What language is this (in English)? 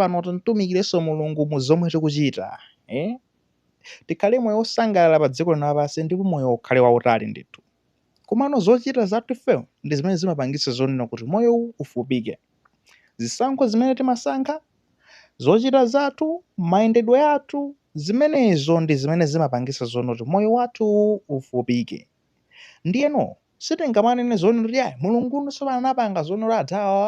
Nyanja